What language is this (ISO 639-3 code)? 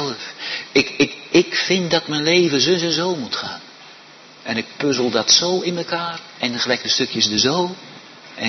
nld